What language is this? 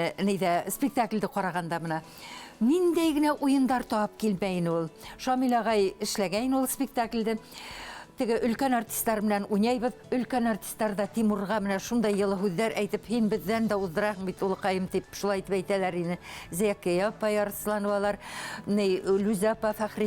Bashkir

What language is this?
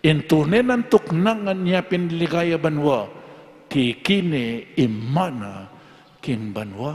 Pampanga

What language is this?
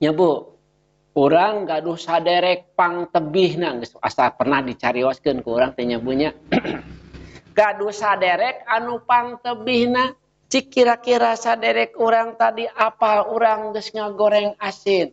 Sundanese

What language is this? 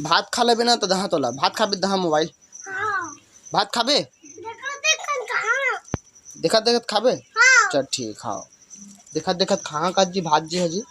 Chhattisgarhi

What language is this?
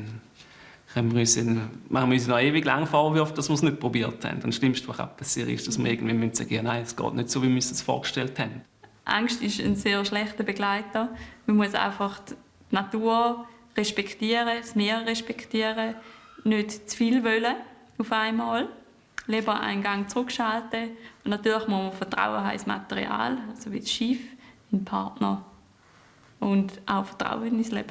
Swiss German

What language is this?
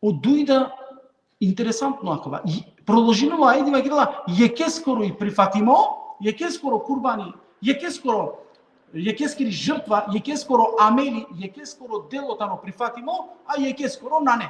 Balkan Romani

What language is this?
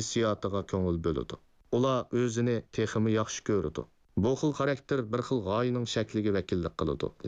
Uyghur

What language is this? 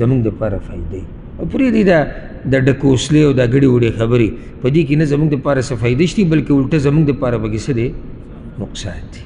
Pashto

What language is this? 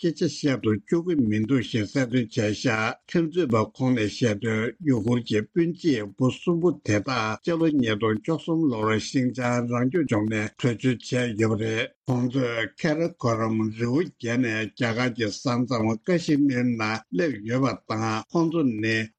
Tibetan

